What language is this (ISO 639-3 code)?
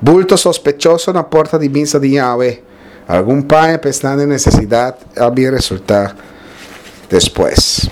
pap